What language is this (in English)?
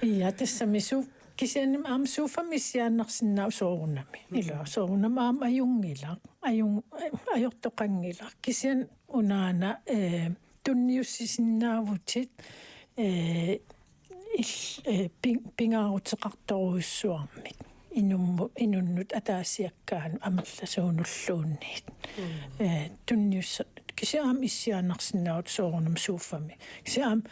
Kalaallisut